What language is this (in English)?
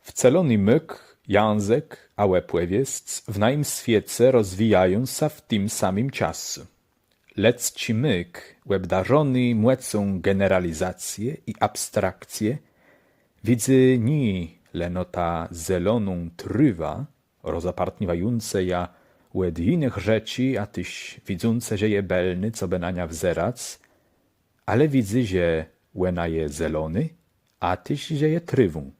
Kashubian